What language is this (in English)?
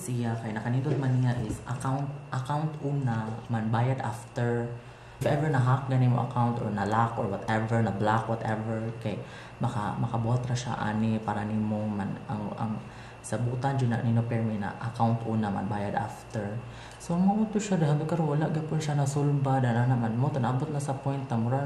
Cebuano